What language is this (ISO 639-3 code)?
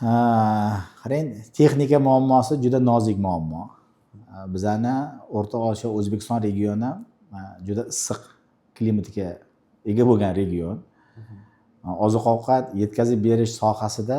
uzb